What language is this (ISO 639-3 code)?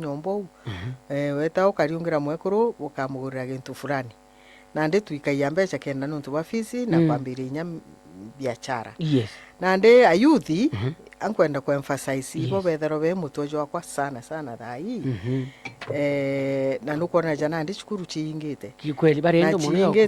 mer